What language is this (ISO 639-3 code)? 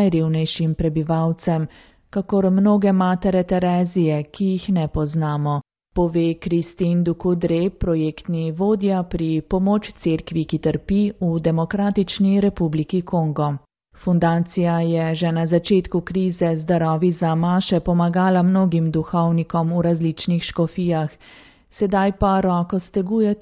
slv